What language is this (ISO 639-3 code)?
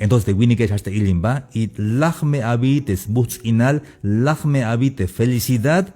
tzh